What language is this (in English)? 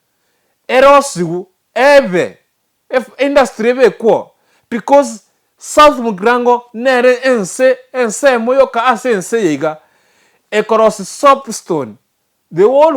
Gusii